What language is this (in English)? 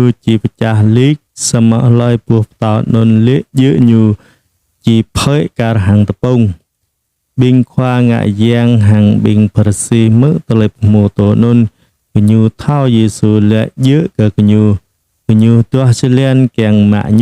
Jarai